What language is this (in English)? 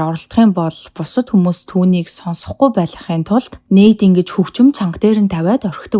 Mongolian